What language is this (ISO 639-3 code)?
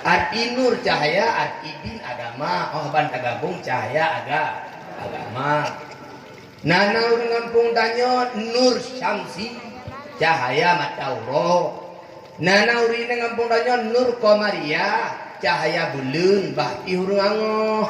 ace